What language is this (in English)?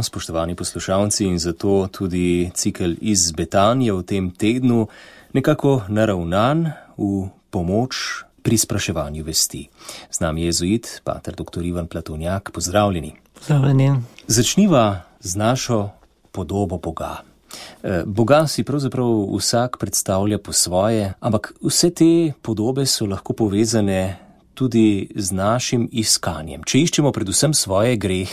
Slovenian